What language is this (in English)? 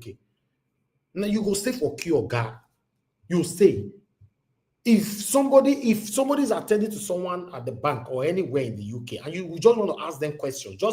Nigerian Pidgin